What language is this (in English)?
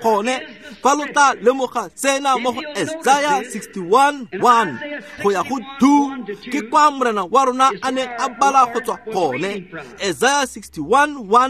Tswana